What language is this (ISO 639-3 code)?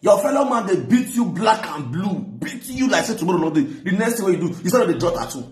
pcm